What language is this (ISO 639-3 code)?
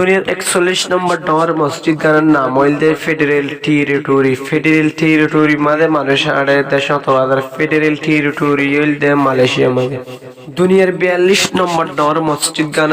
rhg